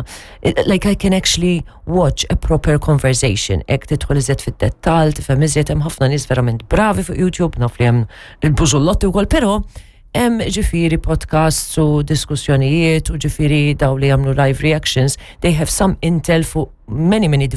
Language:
Maltese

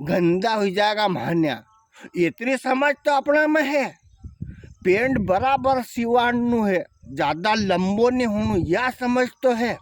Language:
Rajasthani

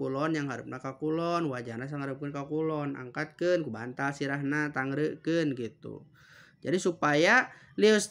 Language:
Sundanese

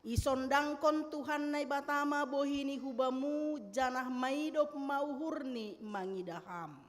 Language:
Batak Simalungun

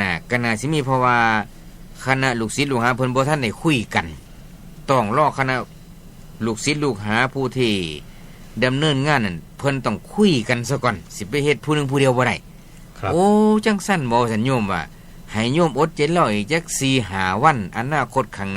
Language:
Northeastern Thai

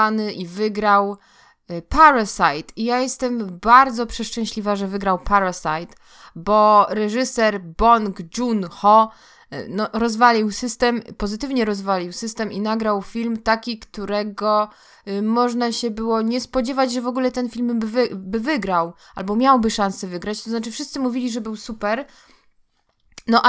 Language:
Polish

